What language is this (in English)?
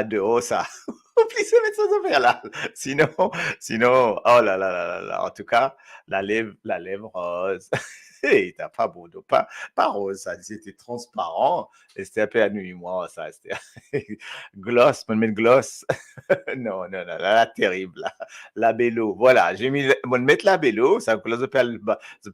Morisyen